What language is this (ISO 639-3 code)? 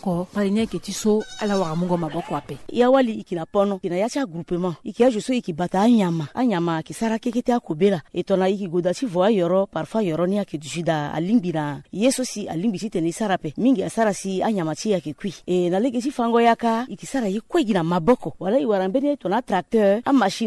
sag